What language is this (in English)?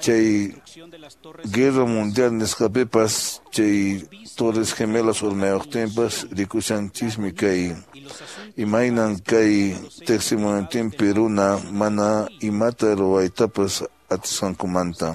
Quechua